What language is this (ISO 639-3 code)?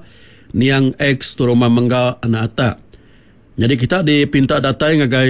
iba